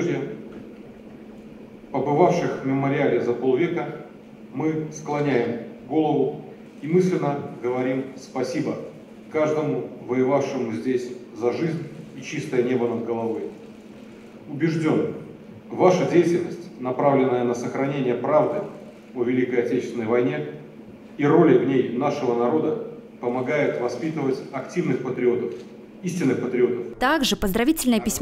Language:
Russian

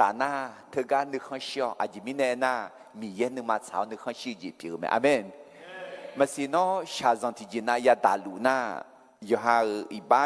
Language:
Akha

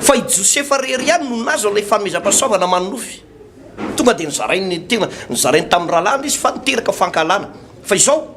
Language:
Malagasy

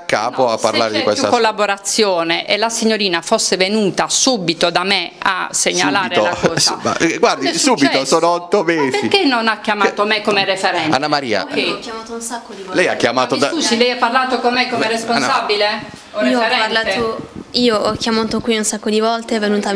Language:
Italian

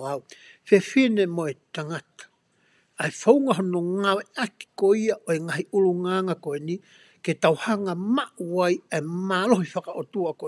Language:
Tongan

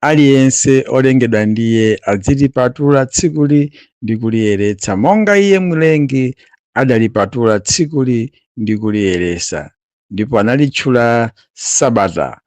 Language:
Nyanja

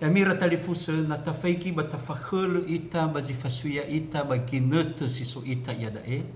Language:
Nias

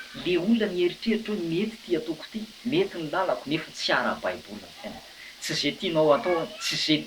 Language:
Malagasy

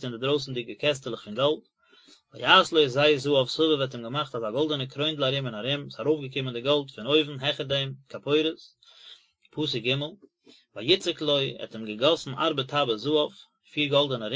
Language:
Yiddish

